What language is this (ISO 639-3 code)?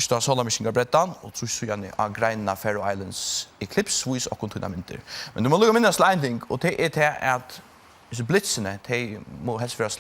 fao